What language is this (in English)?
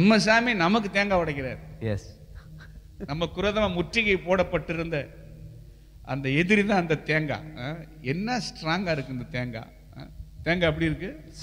Tamil